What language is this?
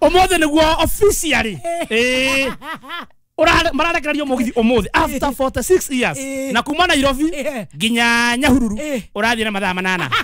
Kikuyu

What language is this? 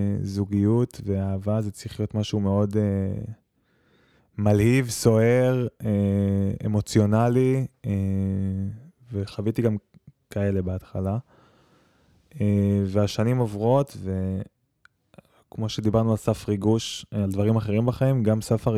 Hebrew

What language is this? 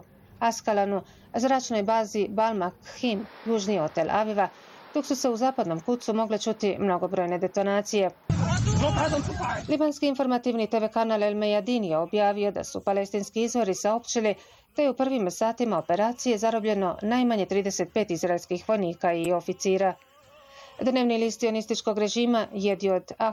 Bosnian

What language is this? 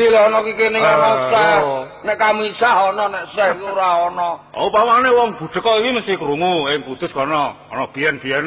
Javanese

